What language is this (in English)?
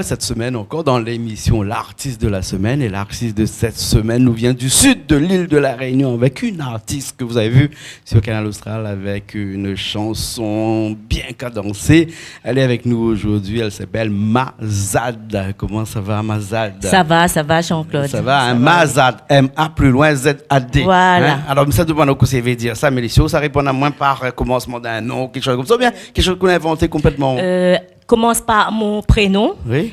Réunion Creole French